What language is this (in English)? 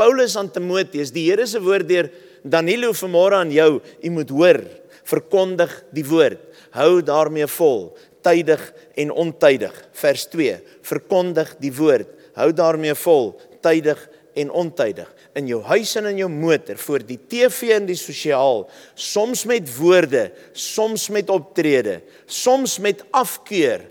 Afrikaans